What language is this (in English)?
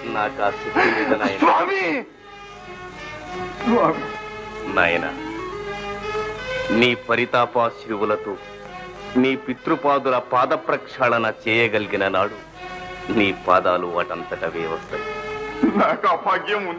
Telugu